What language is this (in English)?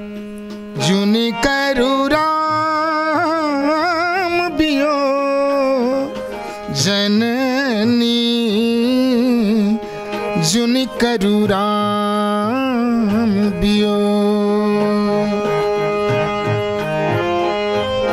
Maithili